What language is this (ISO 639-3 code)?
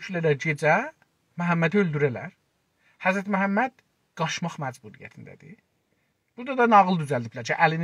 azb